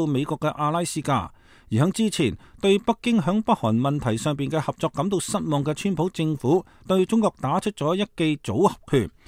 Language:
Cantonese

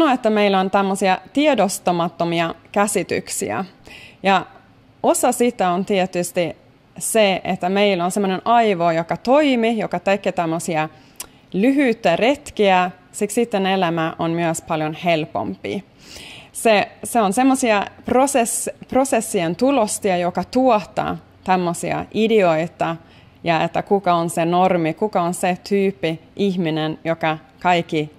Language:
Finnish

